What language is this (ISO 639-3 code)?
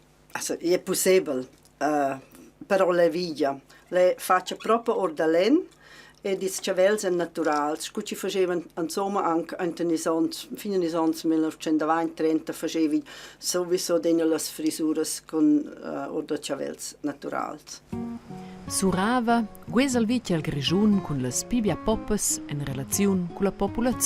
roh